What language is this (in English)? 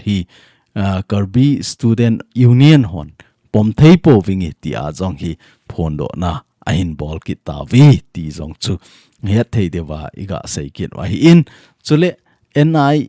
Thado Chin